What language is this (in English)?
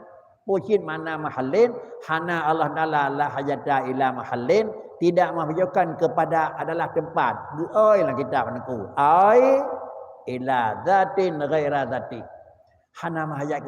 Achinese